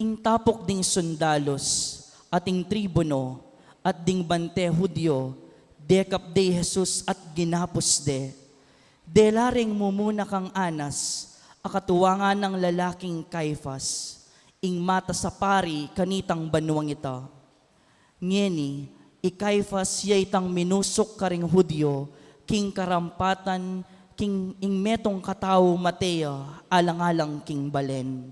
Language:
Pampanga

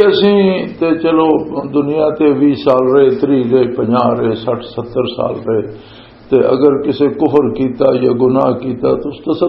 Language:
Western Panjabi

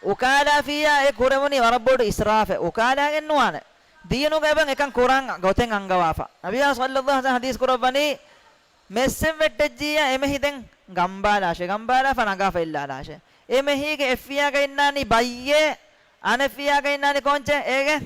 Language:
Divehi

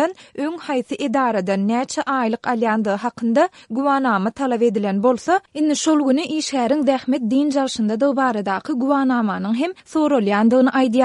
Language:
Turkmen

